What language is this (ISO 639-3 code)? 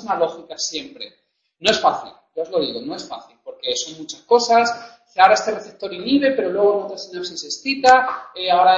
spa